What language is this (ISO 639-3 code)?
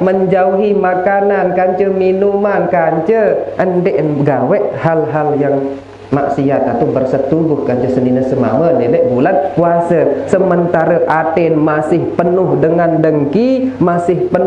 sas